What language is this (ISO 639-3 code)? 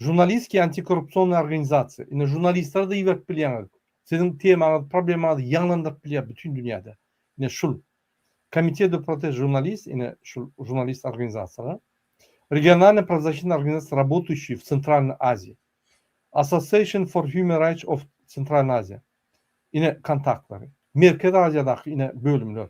tuk